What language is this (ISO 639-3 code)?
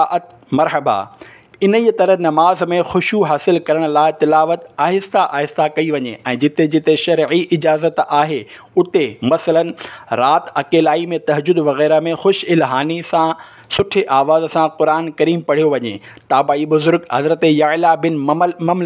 snd